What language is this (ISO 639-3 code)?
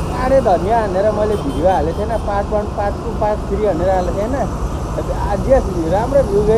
nep